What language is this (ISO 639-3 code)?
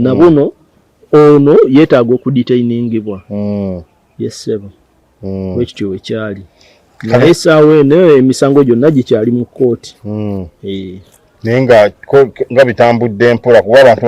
lug